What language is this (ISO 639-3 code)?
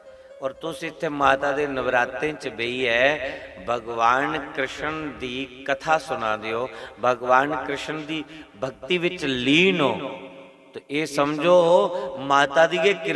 doi